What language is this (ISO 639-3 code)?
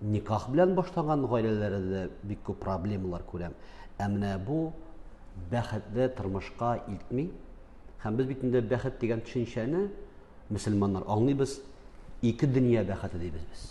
tat